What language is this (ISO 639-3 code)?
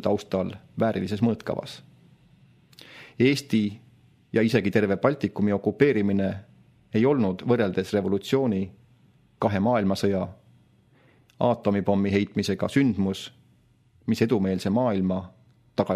est